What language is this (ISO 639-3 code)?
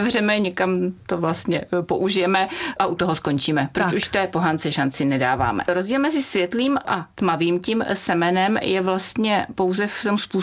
ces